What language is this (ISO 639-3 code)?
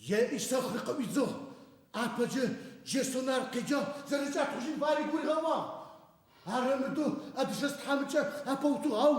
ady